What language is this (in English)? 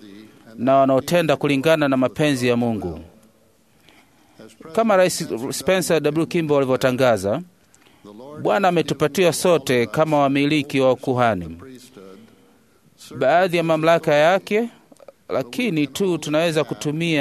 Swahili